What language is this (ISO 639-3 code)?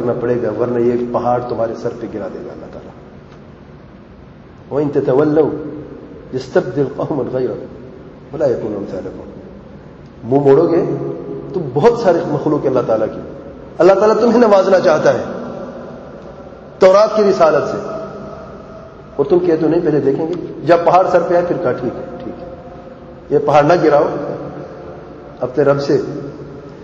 urd